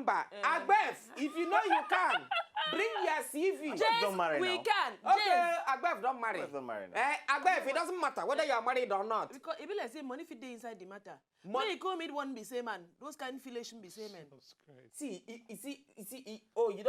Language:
Nigerian Pidgin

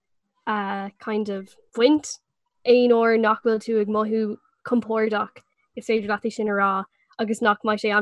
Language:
Irish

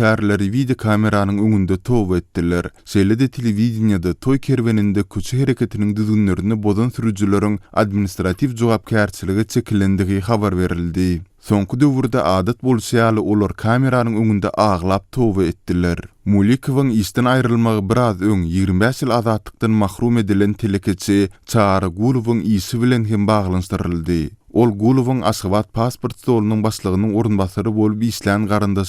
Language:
Turkmen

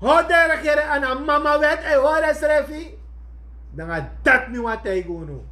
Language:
Sranan Tongo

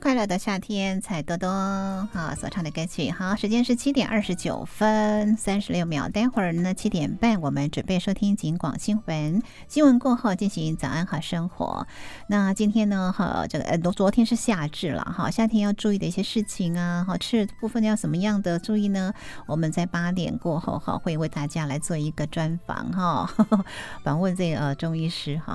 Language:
Chinese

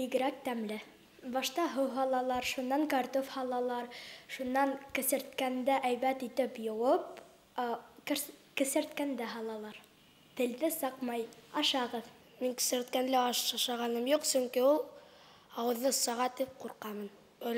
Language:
Bashkir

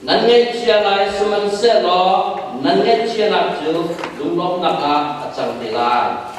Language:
Hakha Chin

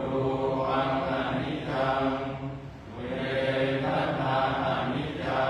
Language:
Pali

